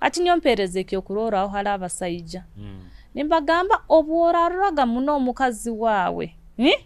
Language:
Nyoro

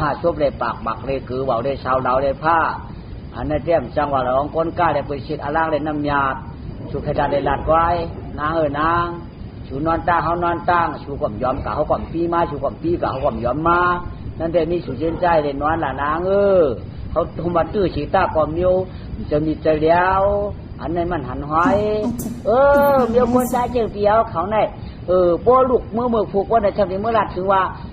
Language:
Shan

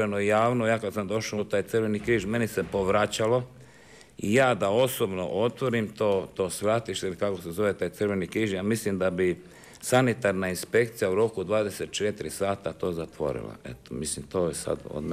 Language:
Croatian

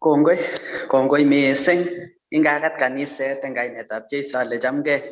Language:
Kalenjin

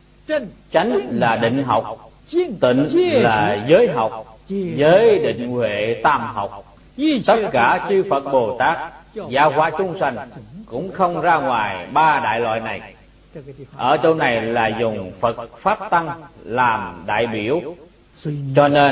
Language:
Vietnamese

